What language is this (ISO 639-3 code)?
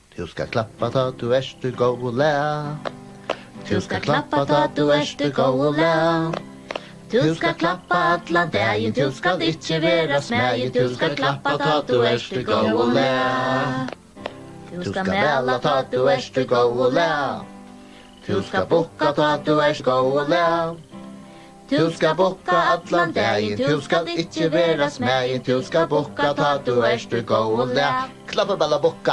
fao